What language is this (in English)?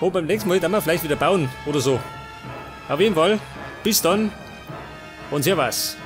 Bavarian